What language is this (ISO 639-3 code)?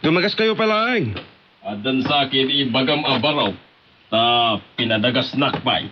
ilo